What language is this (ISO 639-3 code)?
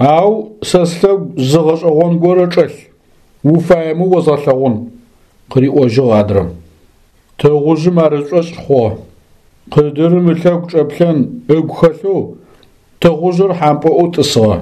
ady